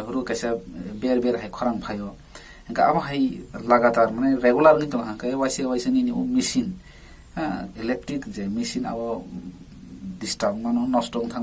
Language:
Kok Borok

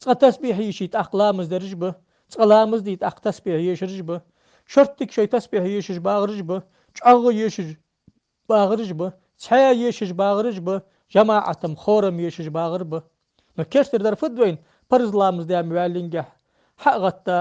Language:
Ingush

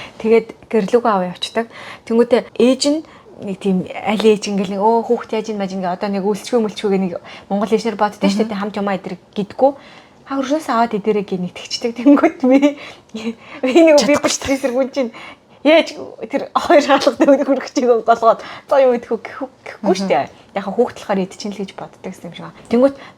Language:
Mongolian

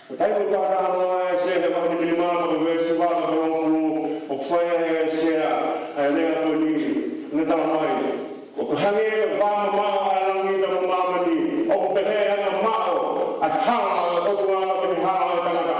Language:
Tongan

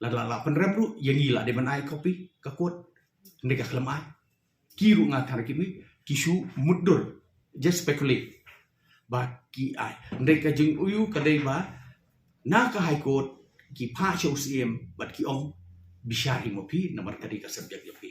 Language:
Khasi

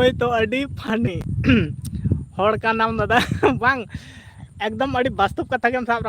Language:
Santali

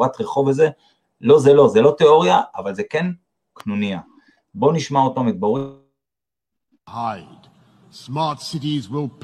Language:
Hebrew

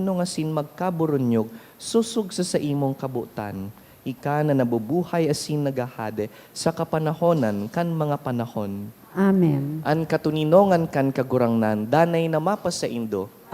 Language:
Bikol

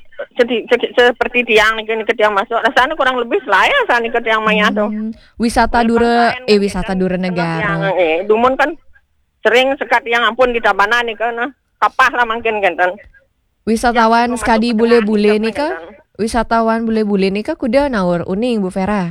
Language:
Balinese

